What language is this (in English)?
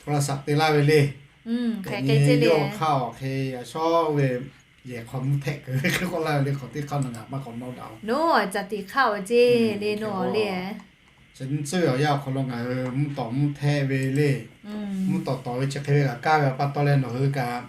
Lahu